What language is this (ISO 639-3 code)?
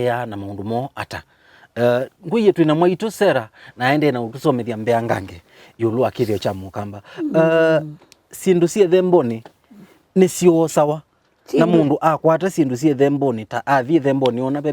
kam